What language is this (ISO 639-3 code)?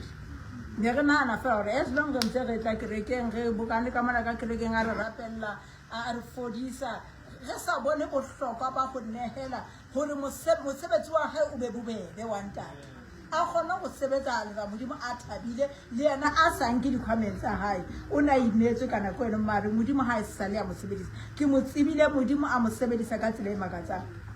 sot